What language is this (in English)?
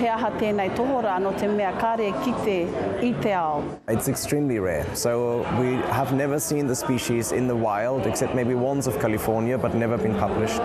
Māori